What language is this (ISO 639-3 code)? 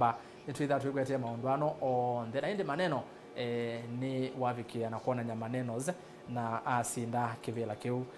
kam